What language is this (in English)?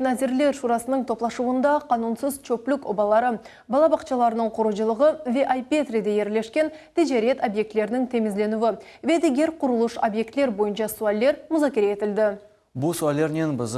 Crimean Tatar